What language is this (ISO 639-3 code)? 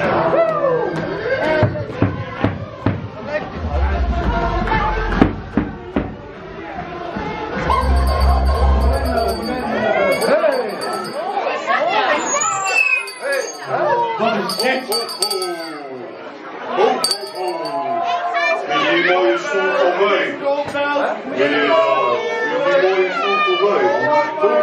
nld